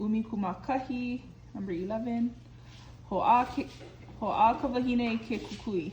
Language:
Hawaiian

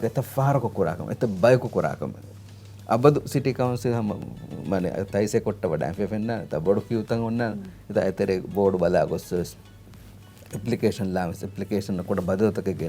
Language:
Divehi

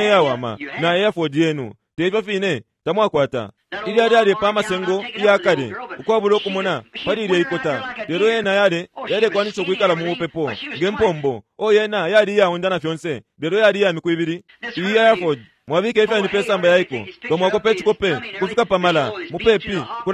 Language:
Bemba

